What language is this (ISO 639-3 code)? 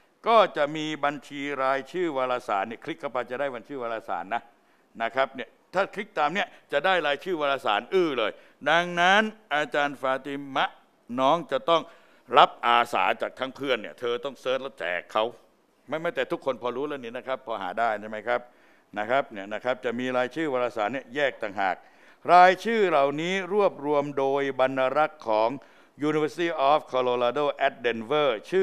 tha